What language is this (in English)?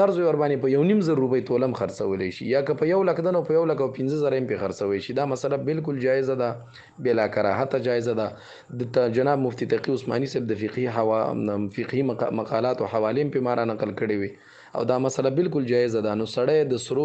Pashto